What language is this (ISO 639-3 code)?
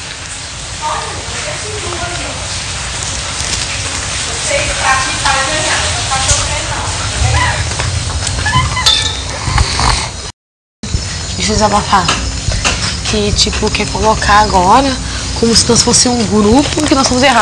por